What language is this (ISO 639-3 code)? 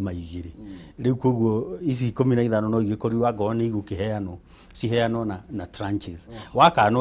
kik